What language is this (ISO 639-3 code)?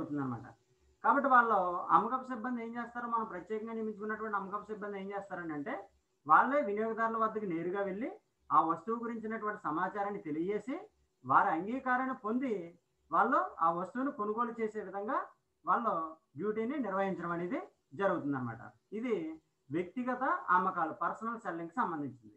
tel